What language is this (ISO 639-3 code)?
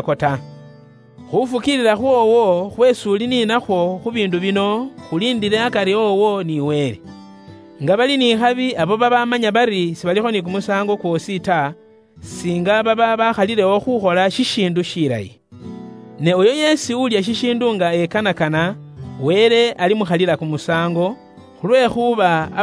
luy